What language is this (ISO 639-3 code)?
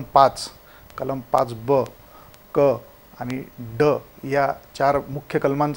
mar